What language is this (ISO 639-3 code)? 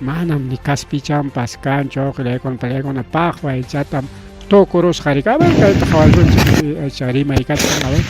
quy